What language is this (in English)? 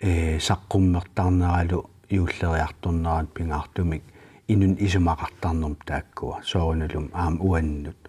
Kalaallisut